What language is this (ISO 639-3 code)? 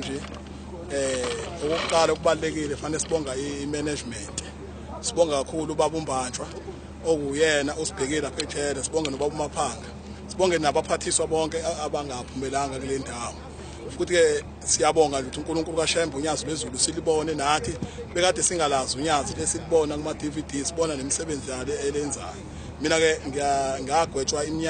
zul